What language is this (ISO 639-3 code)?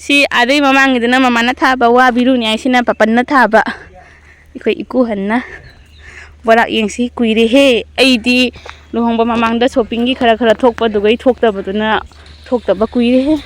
mni